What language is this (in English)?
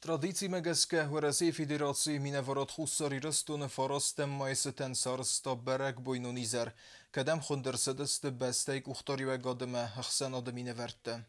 Ossetic